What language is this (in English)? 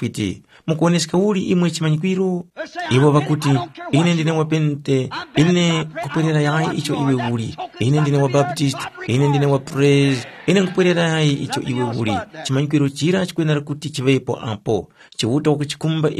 Tumbuka